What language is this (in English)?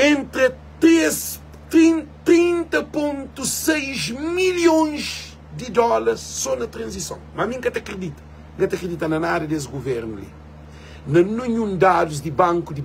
Kabuverdianu